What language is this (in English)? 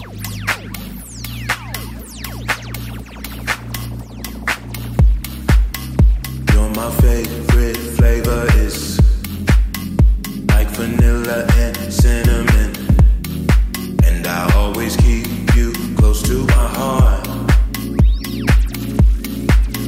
English